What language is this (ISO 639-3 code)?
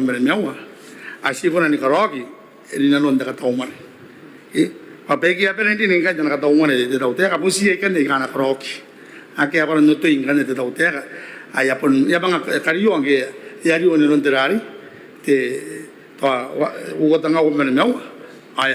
gil